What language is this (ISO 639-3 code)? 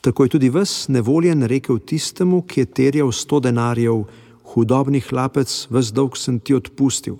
slv